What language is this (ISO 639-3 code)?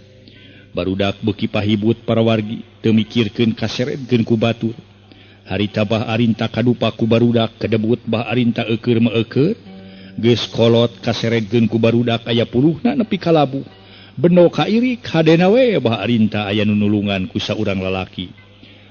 sun